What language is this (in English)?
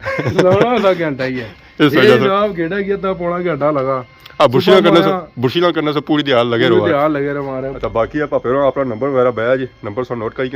Pahari-Potwari